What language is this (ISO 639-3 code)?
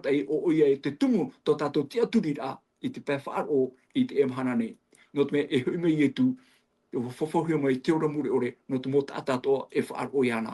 tah